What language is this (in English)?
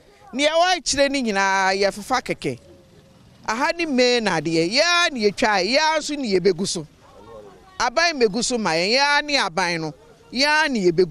Akan